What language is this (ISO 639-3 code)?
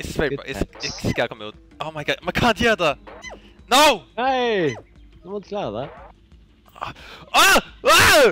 fao